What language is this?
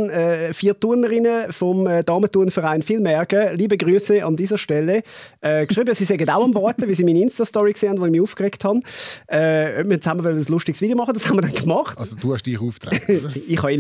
Swiss German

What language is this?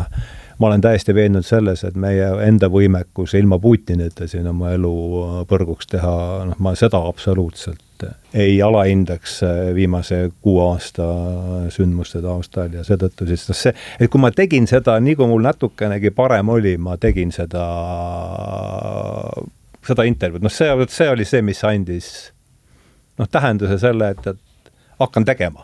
Estonian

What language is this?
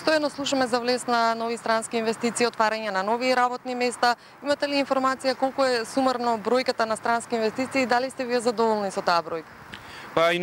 Macedonian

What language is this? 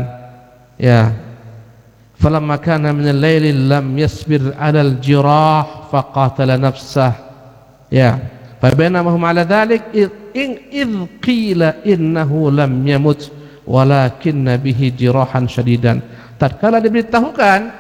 Indonesian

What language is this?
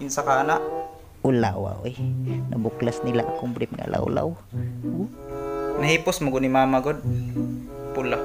Cebuano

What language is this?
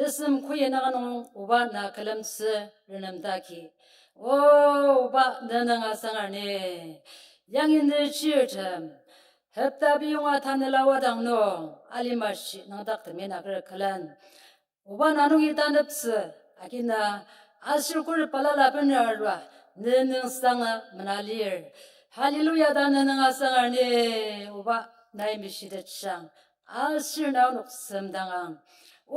Ao Naga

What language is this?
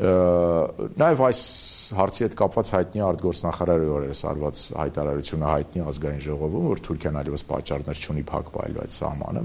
Armenian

